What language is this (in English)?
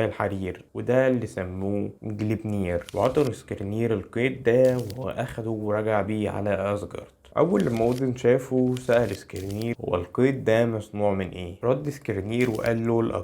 Egyptian Arabic